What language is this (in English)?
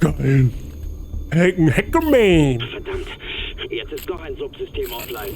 Bavarian